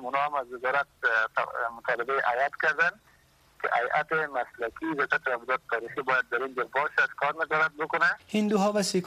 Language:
Persian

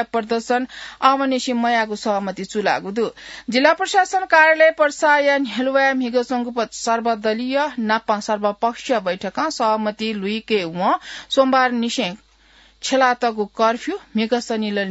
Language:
Newari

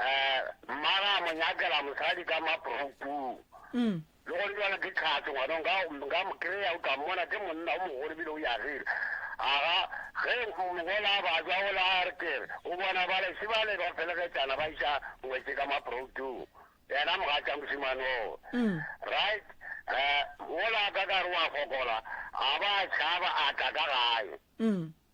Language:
Northern Sotho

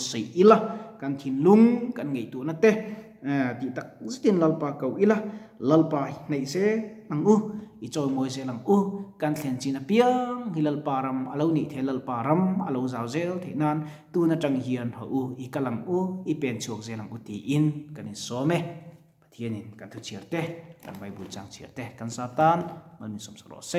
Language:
Mizo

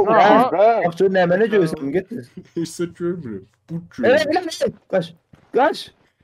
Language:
South Azerbaijani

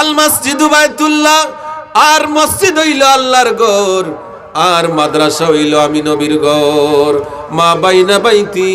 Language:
Sylheti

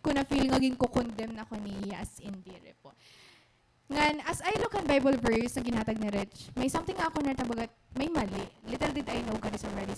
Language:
Waray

